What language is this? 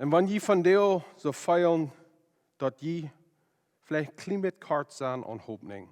Plautdietsch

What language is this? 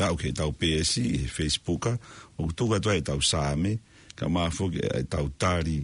Tongan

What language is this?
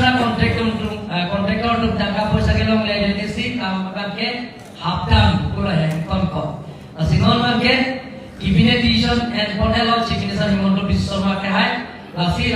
Karbi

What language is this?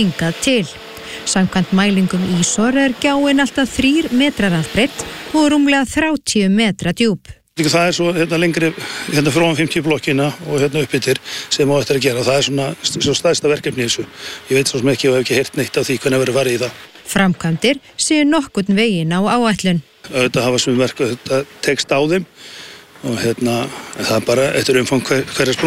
Icelandic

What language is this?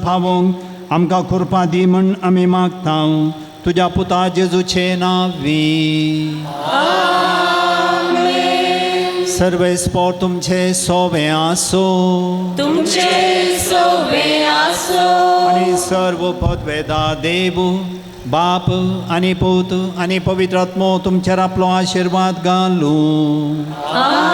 Konkani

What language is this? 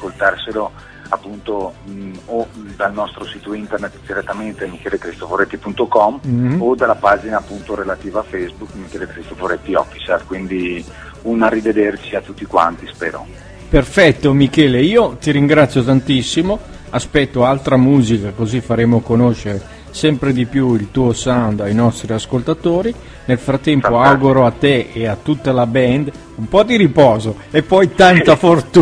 Italian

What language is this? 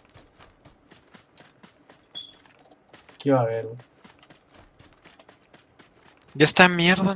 Spanish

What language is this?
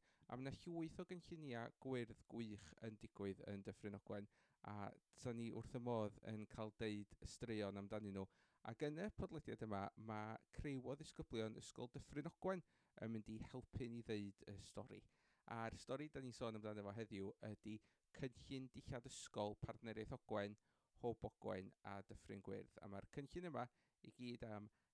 Welsh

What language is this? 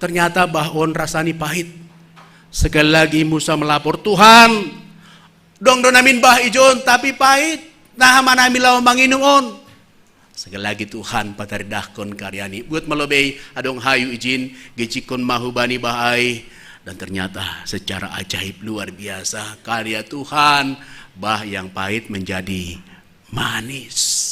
Batak Simalungun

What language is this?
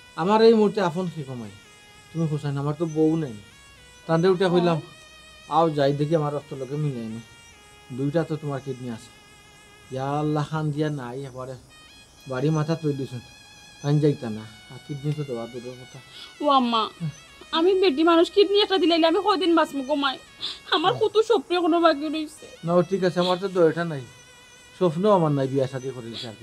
Sylheti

